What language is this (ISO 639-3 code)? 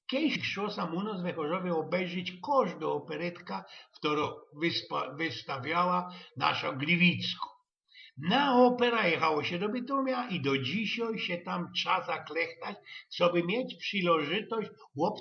szl